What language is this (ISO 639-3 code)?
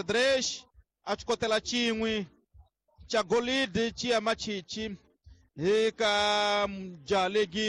tso